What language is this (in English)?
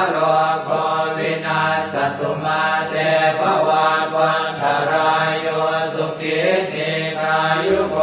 Pali